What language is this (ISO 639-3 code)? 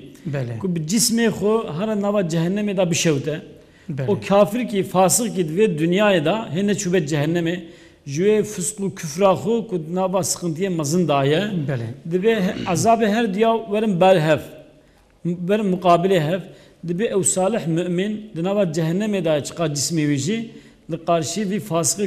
kur